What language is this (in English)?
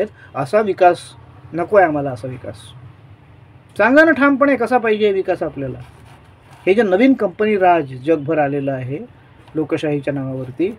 Marathi